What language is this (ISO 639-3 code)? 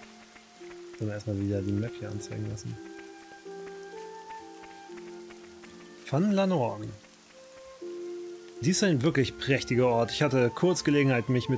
deu